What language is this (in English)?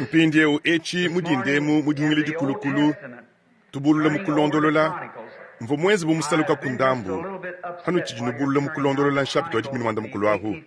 Luba-Lulua